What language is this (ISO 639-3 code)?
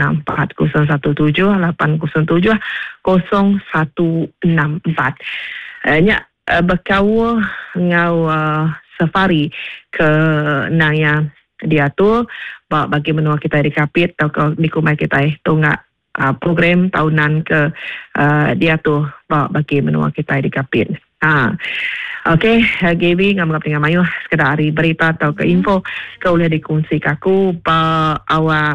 iba